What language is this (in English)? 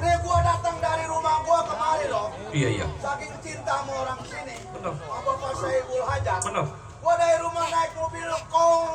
Betawi